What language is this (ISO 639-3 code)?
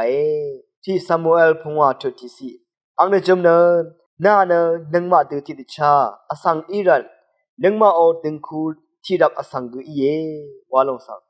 raw